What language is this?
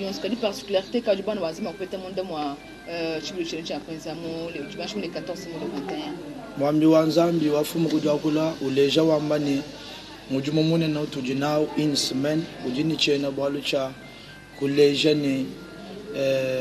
Luba-Lulua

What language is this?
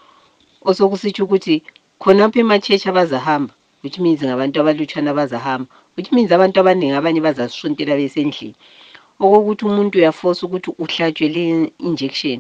North Ndebele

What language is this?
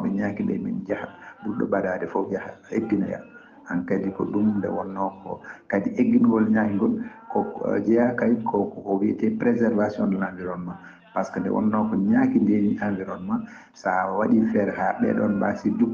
Fula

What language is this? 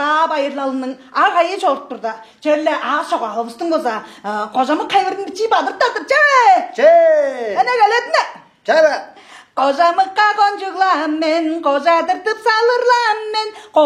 Tuvinian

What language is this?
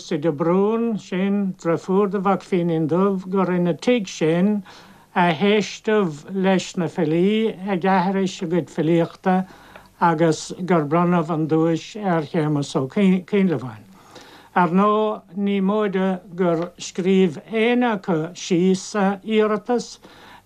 Irish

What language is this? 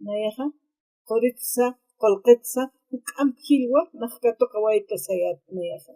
Aymara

